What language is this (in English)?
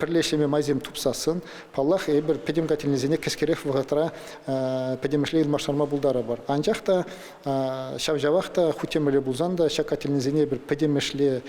Chuvash